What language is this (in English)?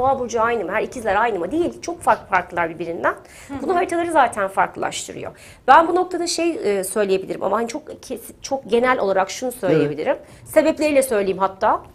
Turkish